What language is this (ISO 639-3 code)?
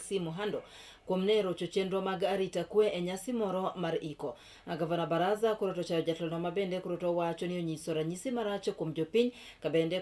luo